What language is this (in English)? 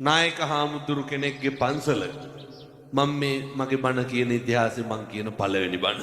Sinhala